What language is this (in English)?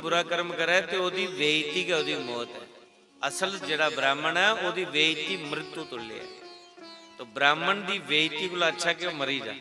Dogri